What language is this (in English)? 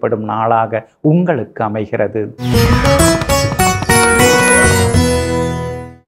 Tamil